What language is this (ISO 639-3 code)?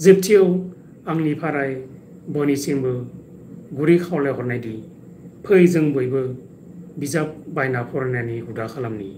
brx